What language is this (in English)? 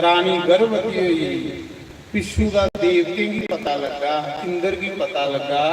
Dogri